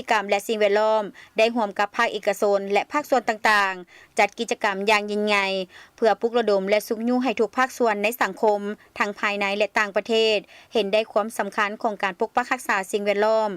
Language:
Lao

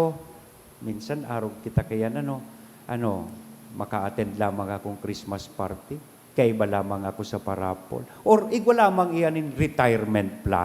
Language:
Bikol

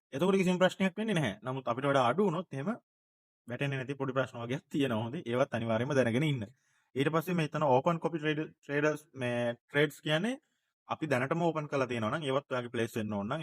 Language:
Sinhala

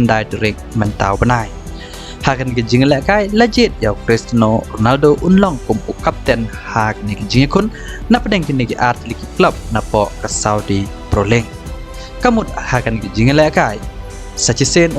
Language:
Khasi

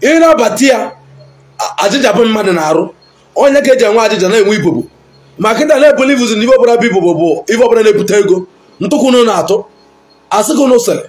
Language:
Igbo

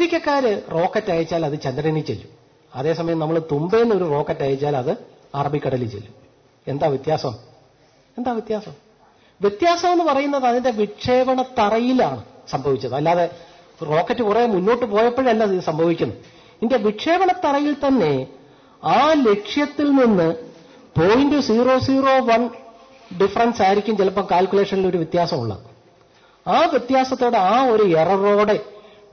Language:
Malayalam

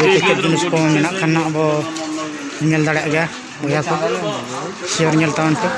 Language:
Santali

